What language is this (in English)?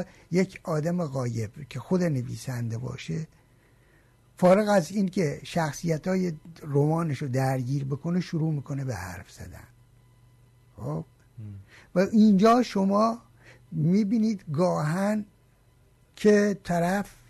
Persian